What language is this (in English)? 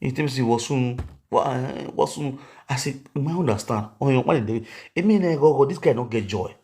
Nigerian Pidgin